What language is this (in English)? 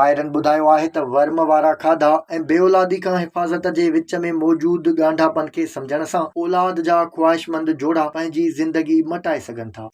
Sindhi